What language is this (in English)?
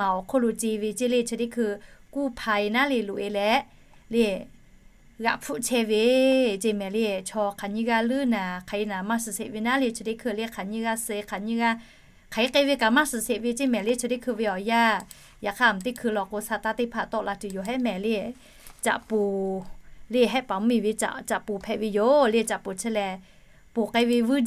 Lahu